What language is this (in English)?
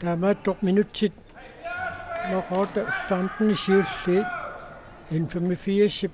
Kalaallisut